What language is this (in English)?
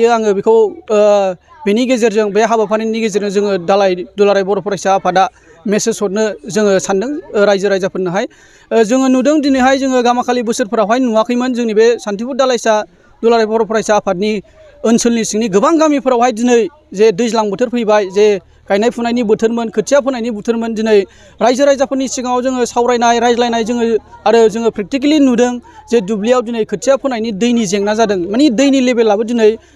Bodo